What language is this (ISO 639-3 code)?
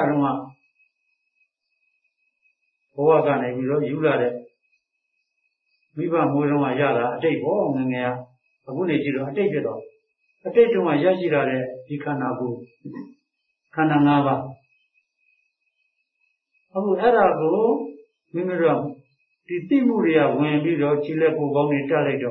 mya